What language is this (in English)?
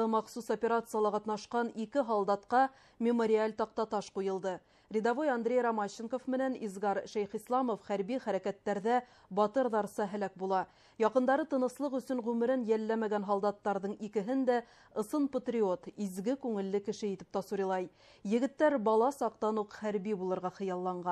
Bashkir